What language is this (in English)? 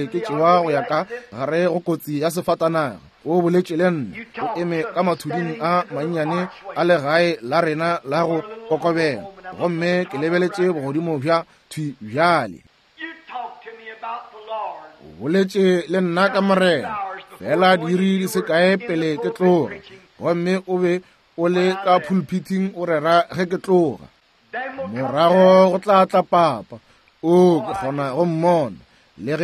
Northern Sotho